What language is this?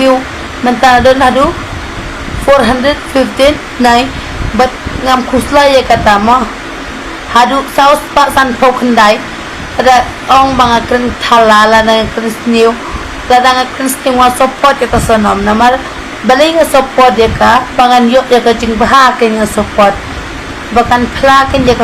Khasi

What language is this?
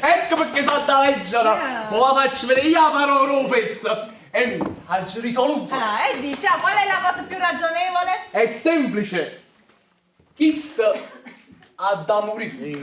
Neapolitan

